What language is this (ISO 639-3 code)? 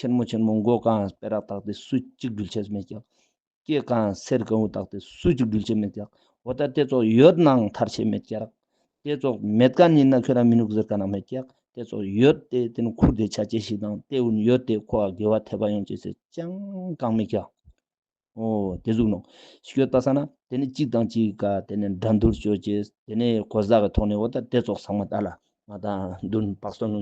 lbj